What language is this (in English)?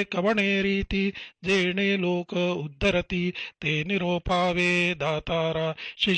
Marathi